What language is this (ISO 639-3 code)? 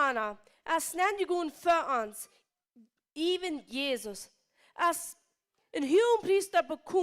pdt